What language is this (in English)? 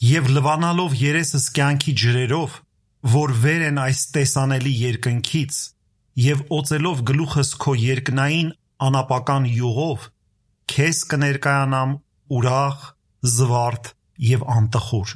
Armenian